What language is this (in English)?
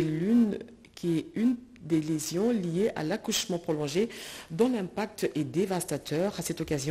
French